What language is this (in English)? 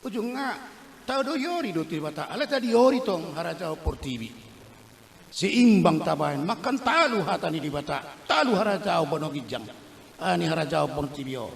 Batak Toba